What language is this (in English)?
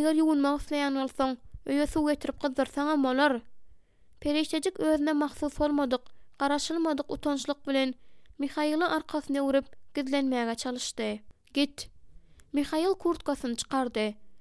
Turkmen